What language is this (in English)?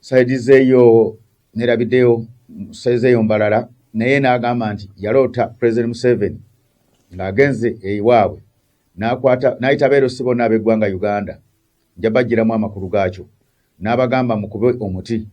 Ganda